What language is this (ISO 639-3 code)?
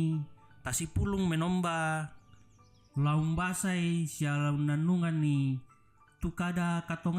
sda